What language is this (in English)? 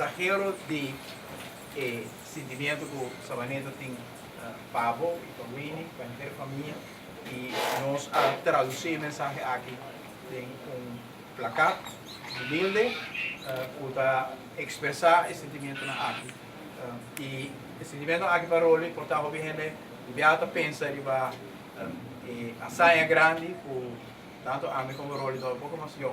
Papiamento